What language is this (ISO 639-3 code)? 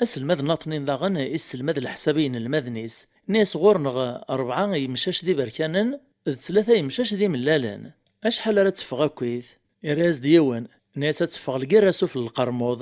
kab